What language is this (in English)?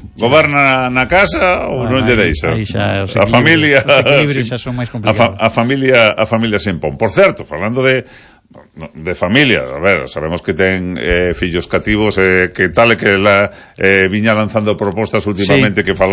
Galician